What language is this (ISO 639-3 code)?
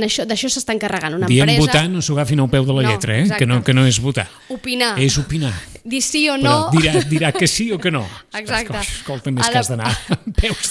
cat